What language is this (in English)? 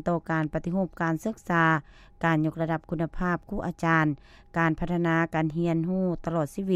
Lao